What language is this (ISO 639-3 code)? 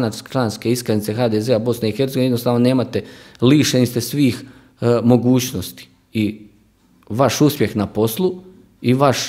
hrv